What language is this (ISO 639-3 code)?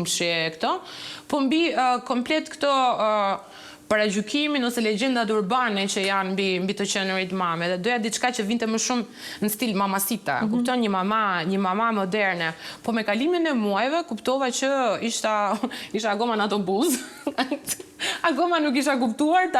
sqi